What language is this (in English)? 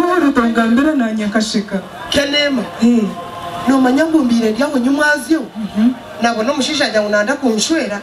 Nyankole